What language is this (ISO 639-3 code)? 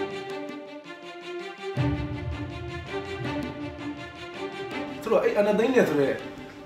mya